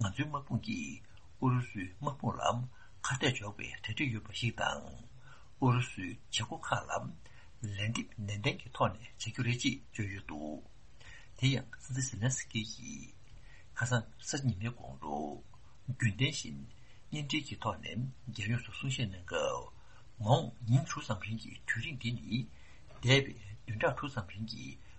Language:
Tibetan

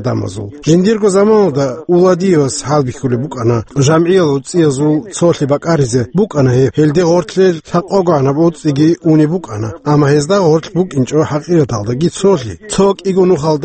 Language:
Avaric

